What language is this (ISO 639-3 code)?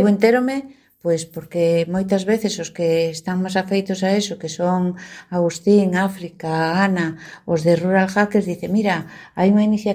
glg